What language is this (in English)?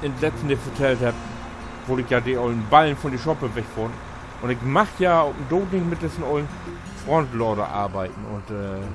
Low German